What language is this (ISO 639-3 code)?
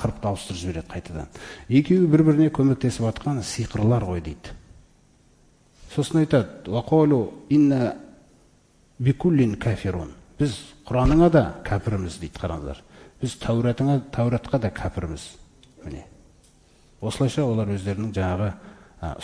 kaz